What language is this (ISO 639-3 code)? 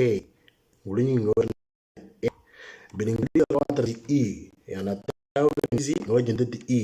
mor